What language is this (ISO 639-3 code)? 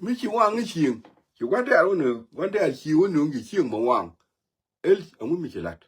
nus